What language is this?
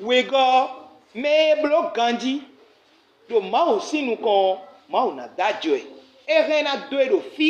Fon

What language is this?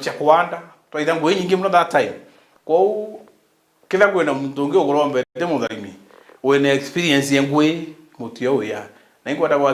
Meru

